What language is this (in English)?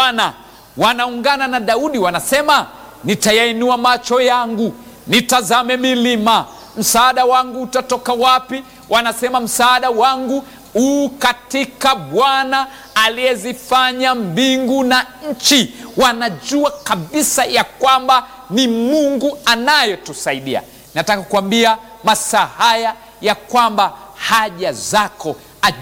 Swahili